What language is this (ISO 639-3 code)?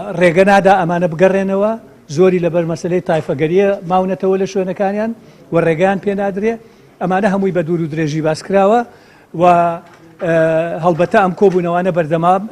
ckb